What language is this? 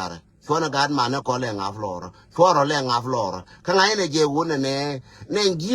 Nuer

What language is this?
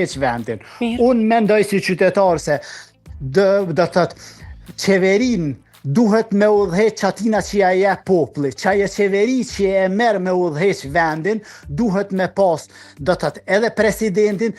Albanian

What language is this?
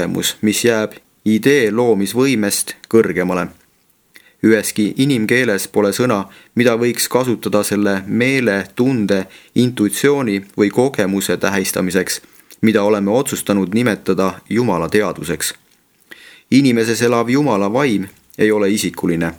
Estonian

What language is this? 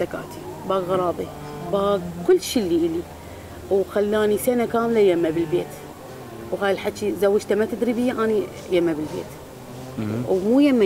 Mesopotamian Arabic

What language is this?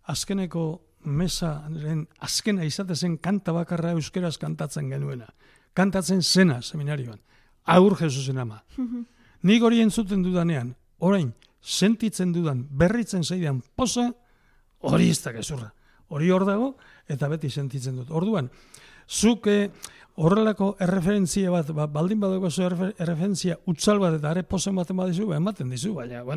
Basque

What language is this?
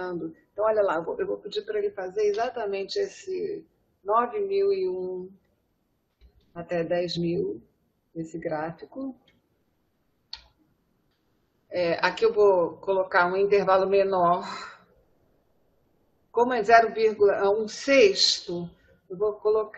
Portuguese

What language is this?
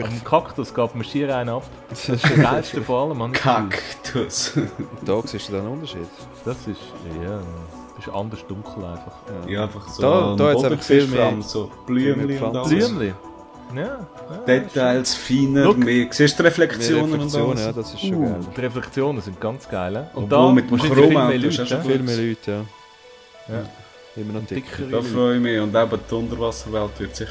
Swiss German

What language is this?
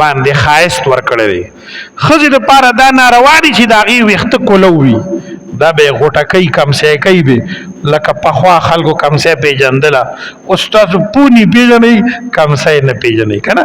Pashto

